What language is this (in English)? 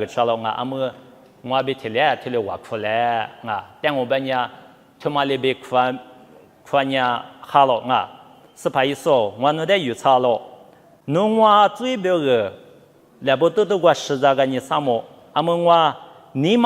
Lisu